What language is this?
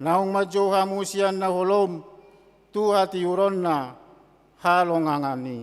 Batak Toba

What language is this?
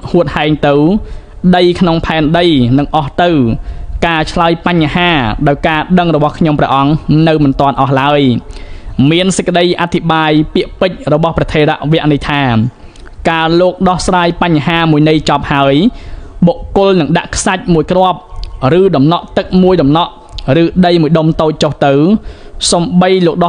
Khmer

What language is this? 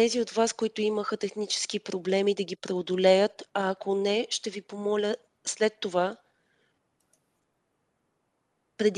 Bulgarian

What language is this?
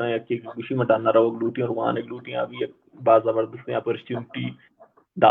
Baluchi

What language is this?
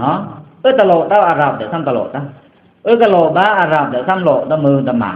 Pa'o Karen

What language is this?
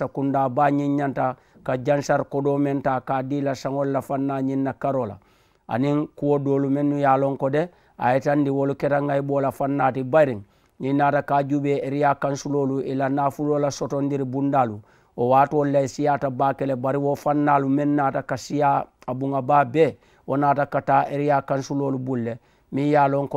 Mandingo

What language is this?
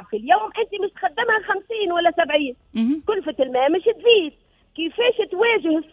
Tunisian Arabic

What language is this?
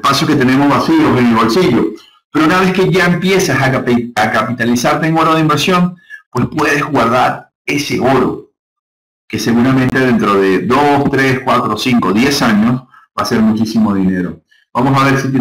Spanish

